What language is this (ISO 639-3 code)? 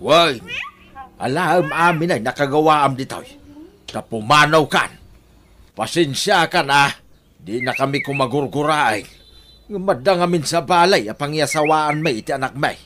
ilo